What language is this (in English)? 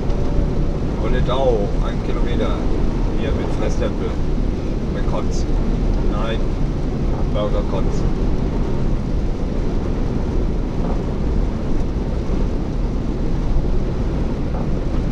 German